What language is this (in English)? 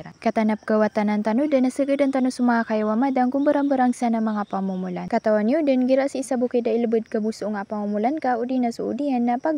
Maranao